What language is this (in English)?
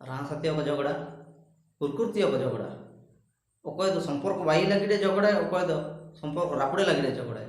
Ho